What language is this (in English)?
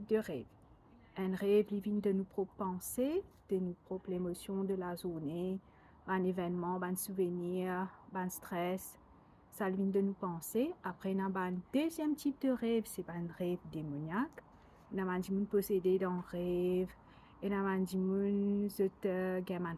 Morisyen